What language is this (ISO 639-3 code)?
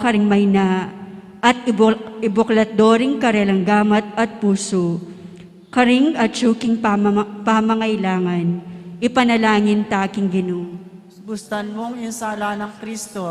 pam